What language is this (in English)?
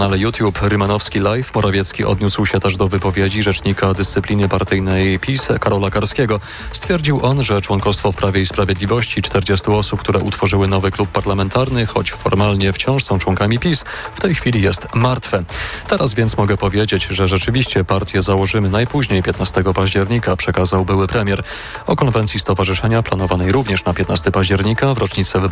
Polish